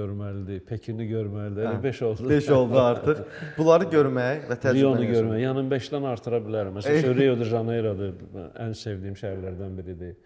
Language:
Azerbaijani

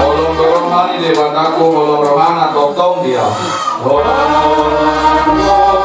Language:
Batak Toba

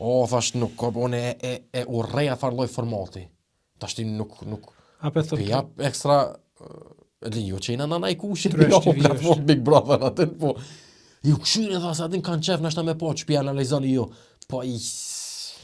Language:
Albanian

